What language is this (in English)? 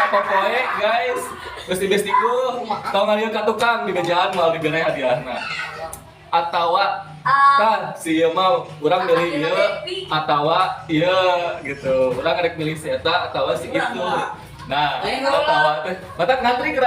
Sundanese